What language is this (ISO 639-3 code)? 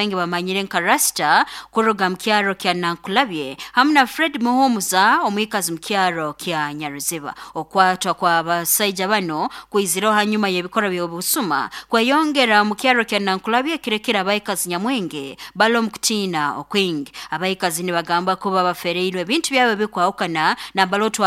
nyo